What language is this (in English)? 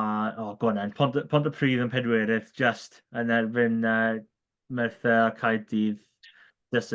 Welsh